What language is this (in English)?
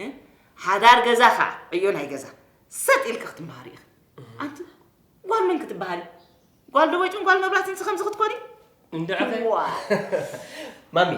Tigrinya